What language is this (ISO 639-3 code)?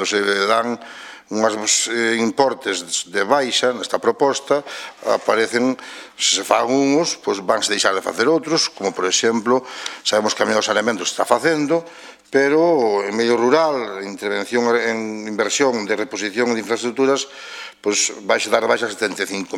glg